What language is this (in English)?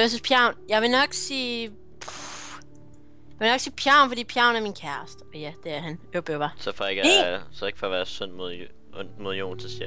Danish